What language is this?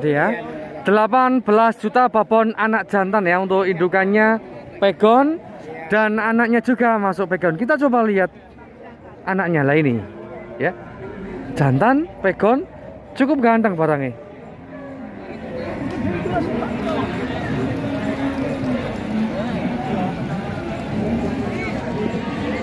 Indonesian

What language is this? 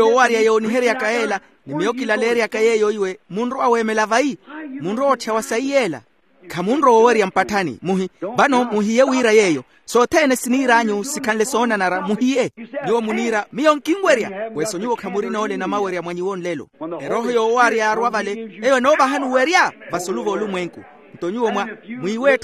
Makhuwa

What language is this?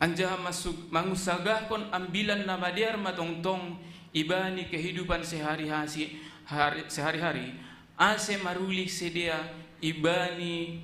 Batak Simalungun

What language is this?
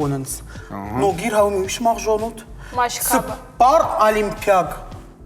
Ossetic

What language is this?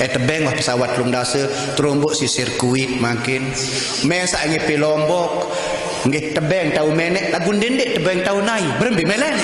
Sasak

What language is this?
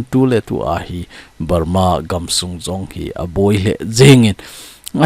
Thado Chin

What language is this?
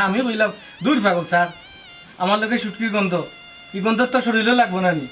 Sylheti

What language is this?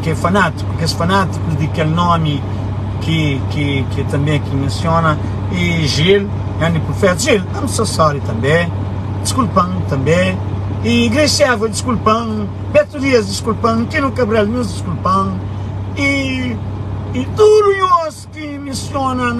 Kabuverdianu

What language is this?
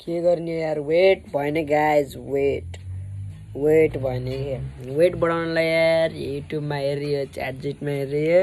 Nepali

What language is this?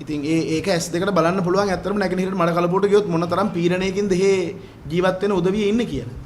Sinhala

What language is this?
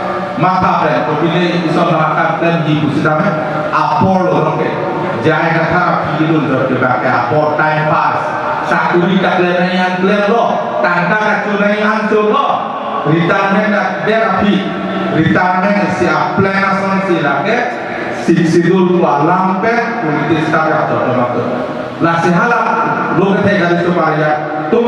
Karbi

